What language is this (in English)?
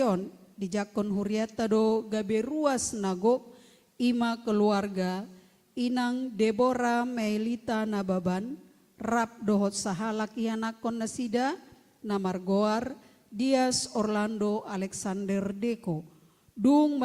Batak Toba